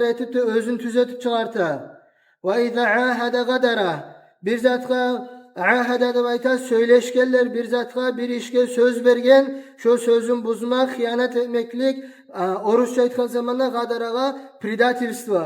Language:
Kumyk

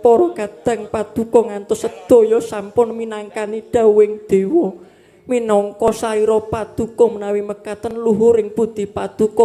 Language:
Javanese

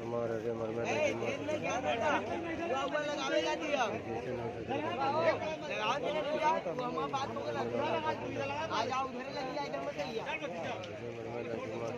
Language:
Stod Bhoti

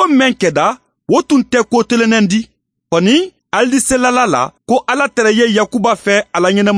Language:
Mandingo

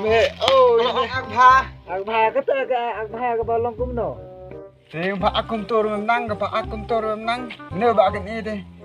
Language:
Khasi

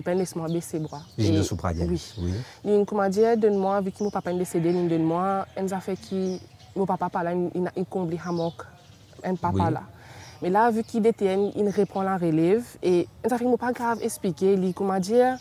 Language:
Morisyen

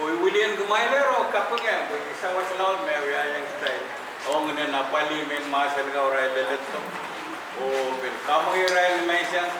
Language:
Pohnpeian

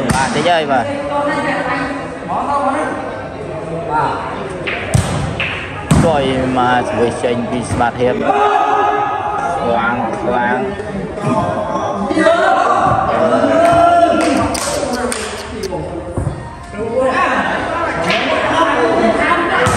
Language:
Vietnamese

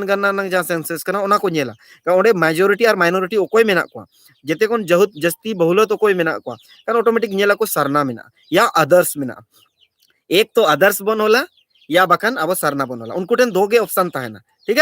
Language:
Santali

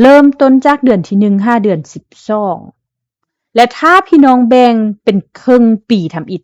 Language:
Lao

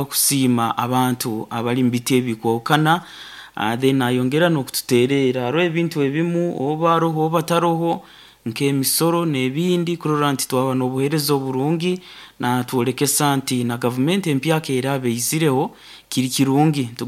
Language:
Nyoro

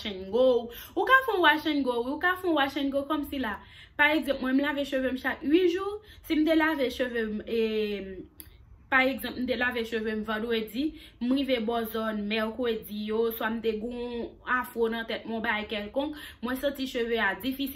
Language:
Haitian Creole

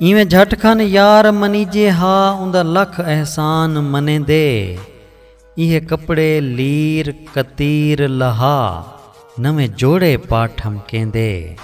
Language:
Saraiki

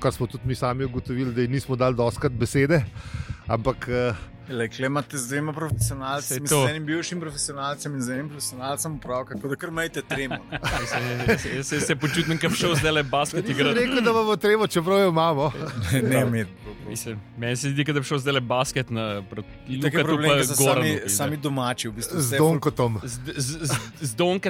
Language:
Slovenian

